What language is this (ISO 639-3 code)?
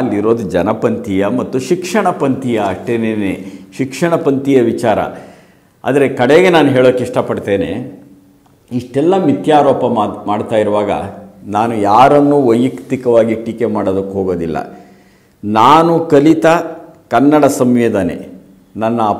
kan